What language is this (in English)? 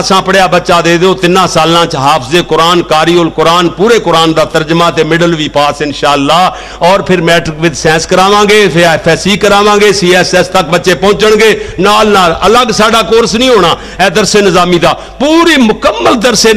Western Panjabi